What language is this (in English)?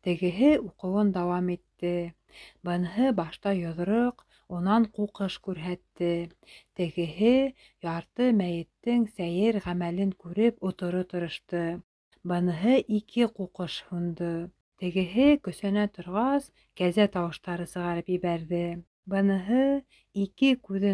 Bashkir